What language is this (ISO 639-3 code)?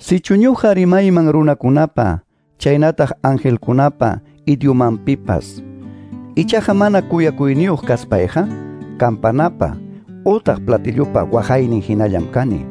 que